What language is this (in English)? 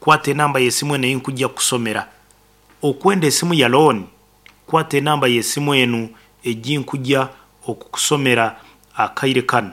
Nyankole